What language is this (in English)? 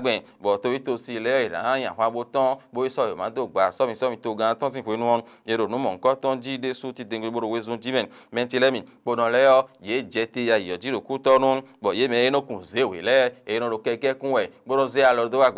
Fon